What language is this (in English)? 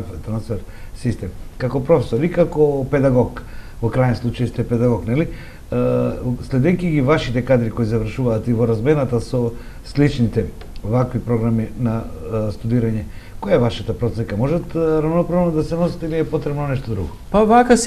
Macedonian